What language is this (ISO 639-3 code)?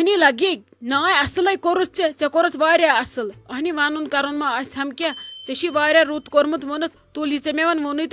kas